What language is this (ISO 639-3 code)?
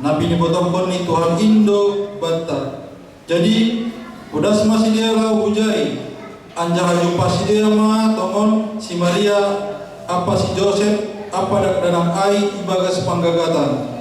bts